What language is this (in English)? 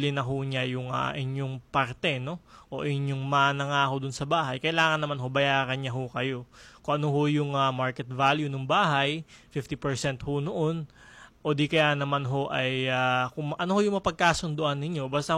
Filipino